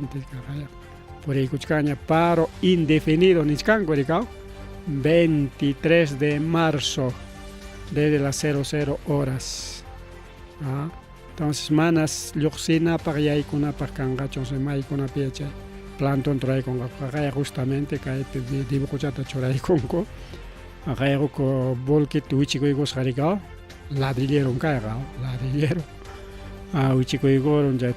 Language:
Ayacucho Quechua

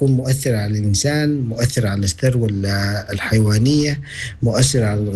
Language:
Sudanese Arabic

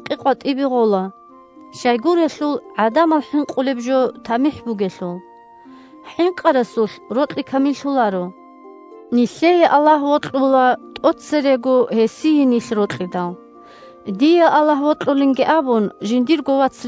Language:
Avaric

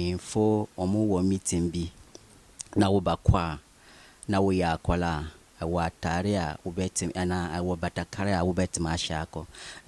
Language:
Akan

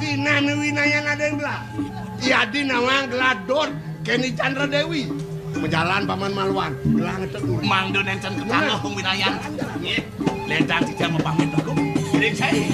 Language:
Balinese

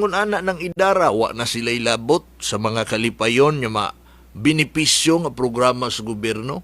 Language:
Cebuano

